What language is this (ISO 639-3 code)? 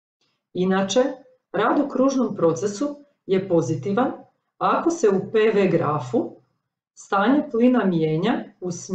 hrv